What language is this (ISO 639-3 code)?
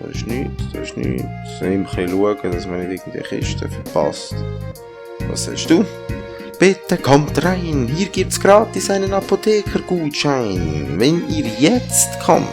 gsw